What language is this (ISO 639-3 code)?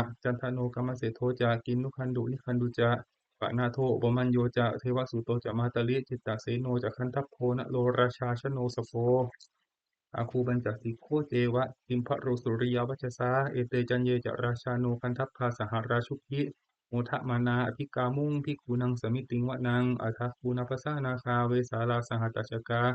pli